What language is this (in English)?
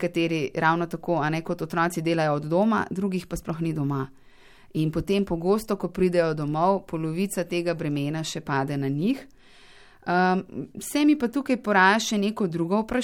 Slovenian